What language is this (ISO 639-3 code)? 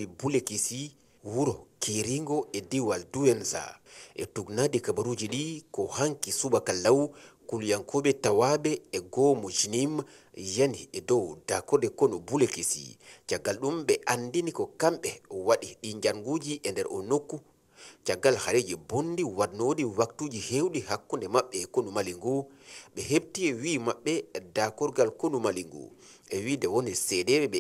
ful